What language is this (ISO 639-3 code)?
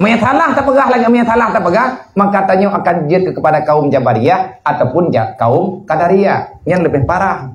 ace